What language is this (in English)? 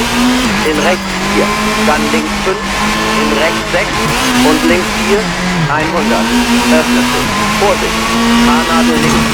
Bavarian